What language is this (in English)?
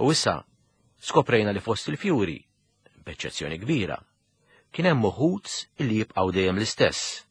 Maltese